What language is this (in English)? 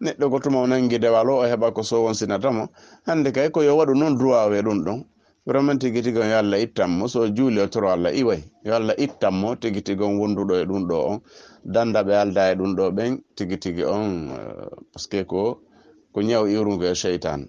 Fula